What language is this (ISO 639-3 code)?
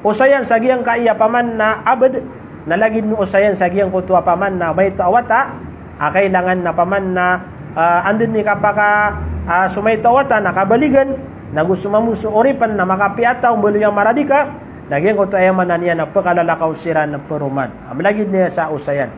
mrw